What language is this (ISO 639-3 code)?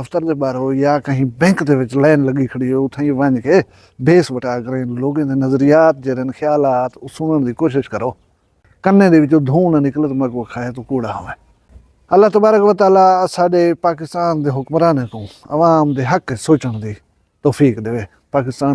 skr